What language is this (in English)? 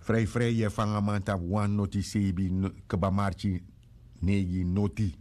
Sranan Tongo